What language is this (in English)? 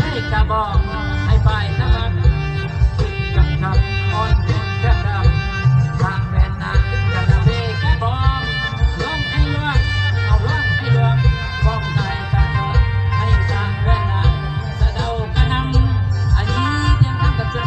Northeastern Thai